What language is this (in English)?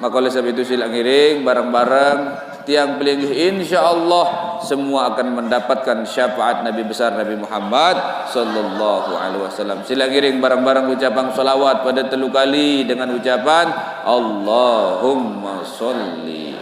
Sasak